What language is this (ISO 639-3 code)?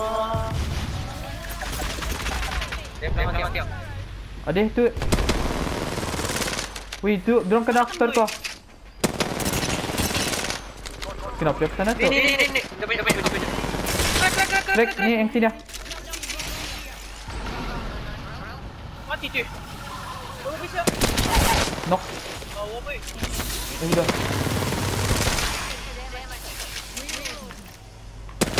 msa